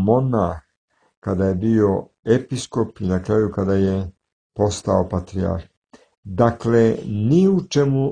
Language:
Serbian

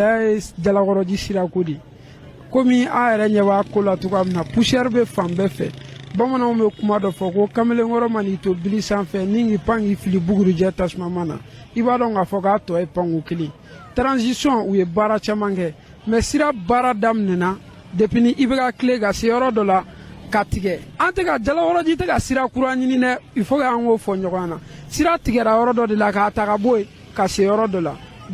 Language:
Bambara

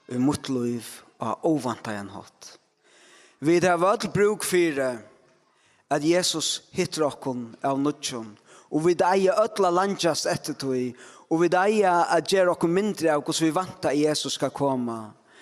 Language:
Faroese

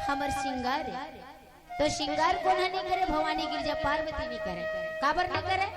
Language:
Chhattisgarhi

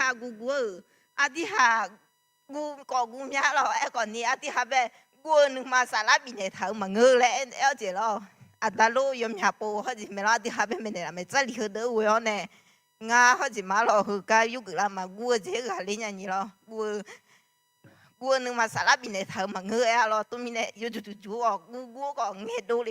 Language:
Akha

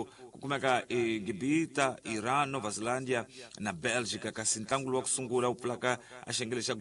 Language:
Tsonga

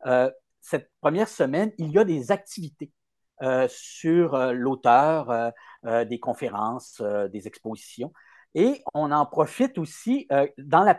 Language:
French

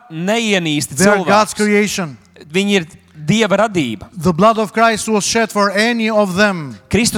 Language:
Latvian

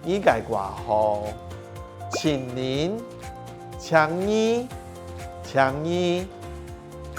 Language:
Hakka Chinese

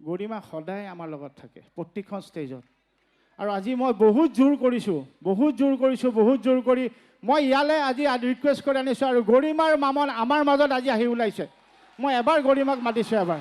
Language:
Assamese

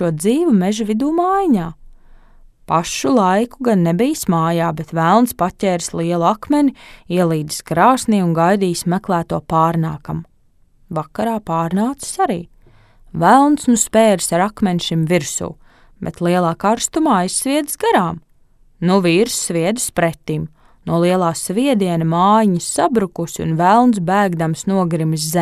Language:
Latvian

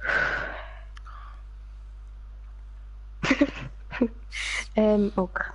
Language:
Swiss German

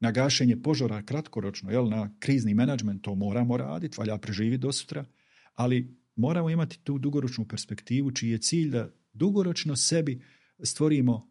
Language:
Bosnian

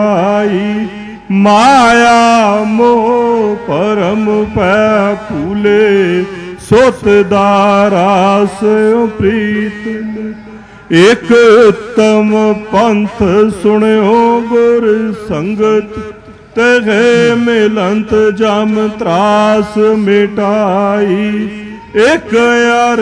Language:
Punjabi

